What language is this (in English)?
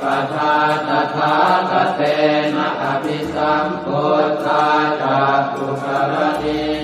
Pali